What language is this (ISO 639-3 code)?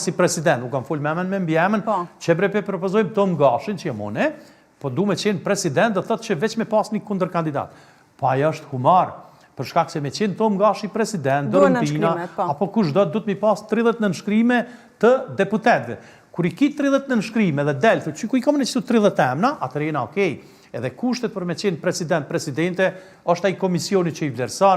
sqi